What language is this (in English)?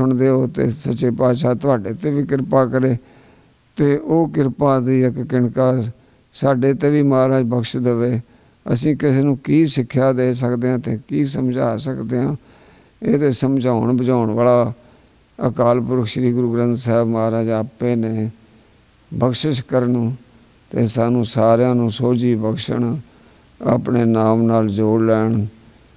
Punjabi